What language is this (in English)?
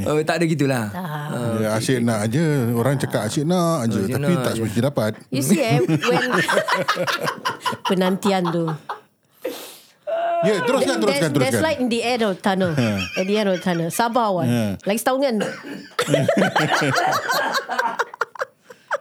Malay